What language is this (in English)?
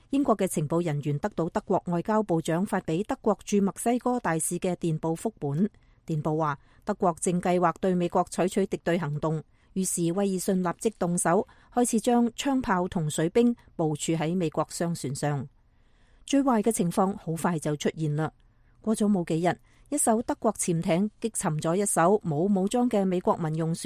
Cantonese